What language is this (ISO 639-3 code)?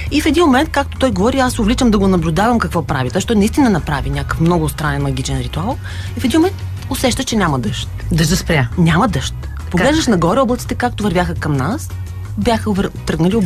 bul